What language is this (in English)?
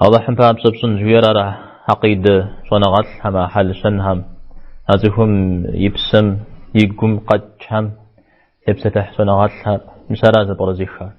Kabardian